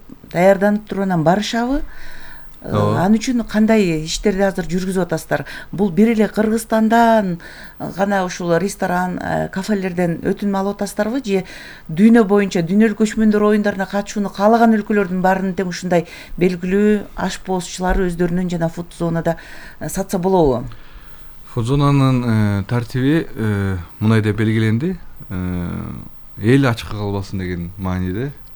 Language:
Kyrgyz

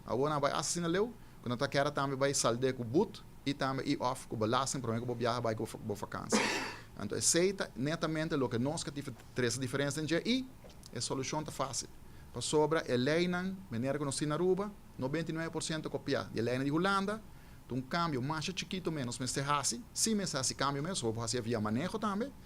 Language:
Papiamento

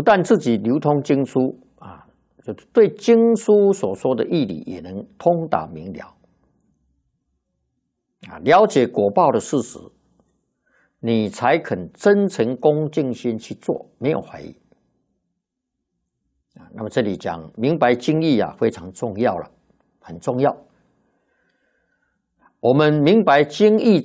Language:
Chinese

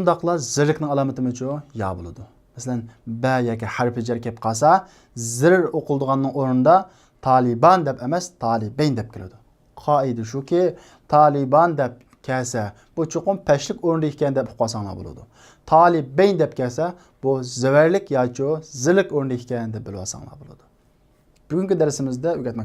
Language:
Uyghur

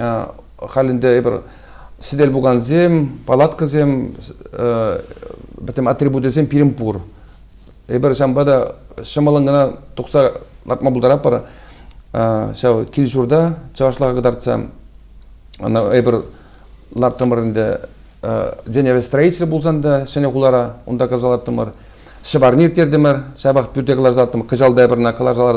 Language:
Chuvash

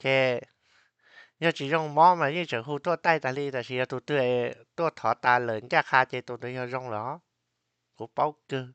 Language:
Hmong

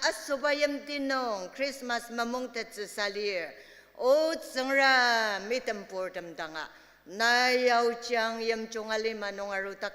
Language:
Ao Naga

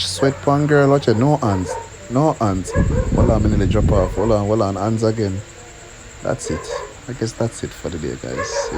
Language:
Jamaican Creole English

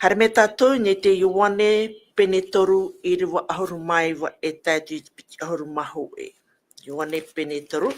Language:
Tahitian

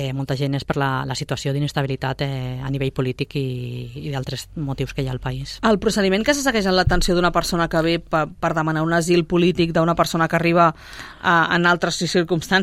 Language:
Catalan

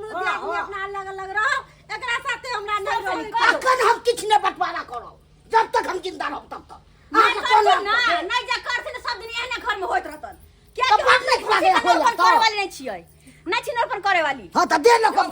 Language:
Maithili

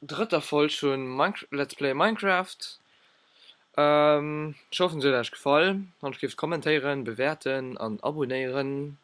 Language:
Luxembourgish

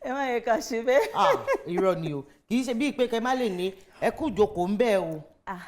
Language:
Yoruba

